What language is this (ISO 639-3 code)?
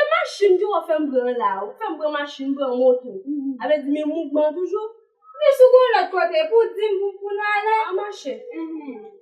hat